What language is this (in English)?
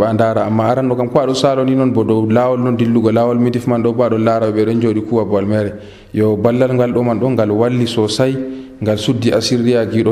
Nigerian Fulfulde